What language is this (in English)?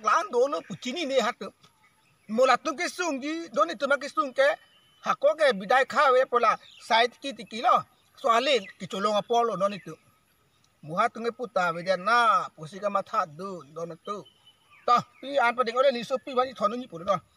Karbi